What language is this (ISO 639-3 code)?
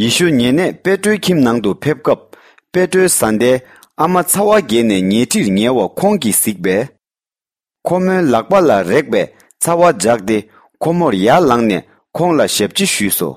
bod